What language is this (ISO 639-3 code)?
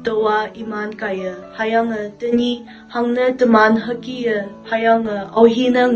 nbe